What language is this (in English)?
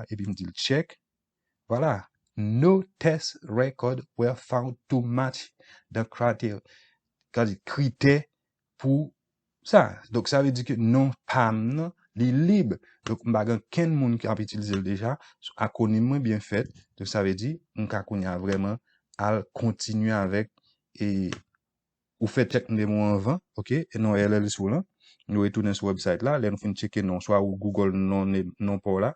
Haitian Creole